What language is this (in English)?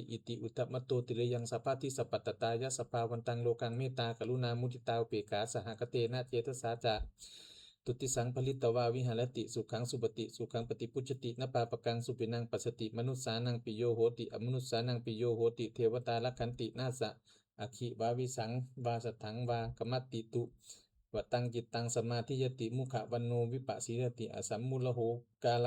Pali